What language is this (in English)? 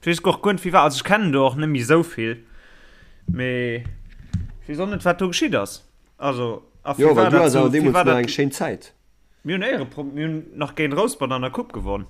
Luxembourgish